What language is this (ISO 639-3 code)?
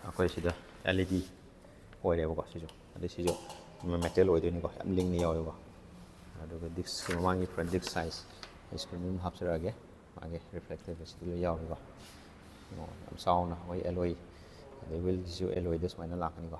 mni